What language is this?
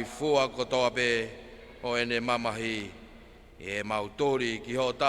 Tongan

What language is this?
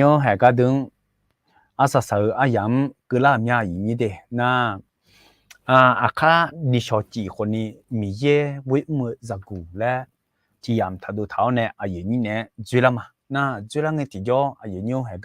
Akha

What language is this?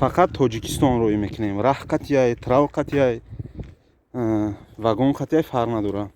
Tajik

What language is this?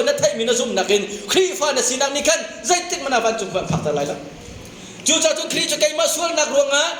Hakha Chin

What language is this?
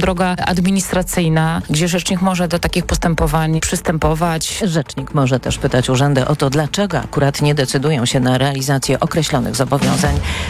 Polish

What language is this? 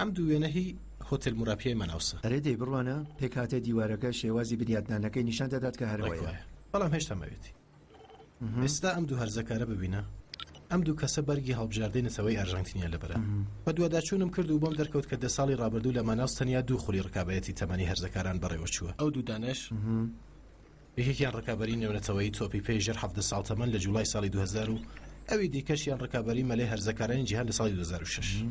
Central Kurdish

